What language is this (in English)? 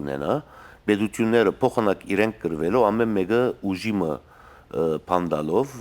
Western Armenian